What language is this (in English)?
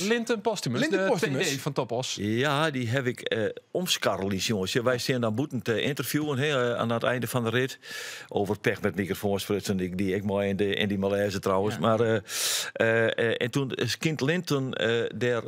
Western Frisian